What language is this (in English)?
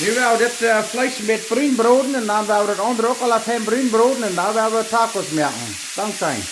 Plautdietsch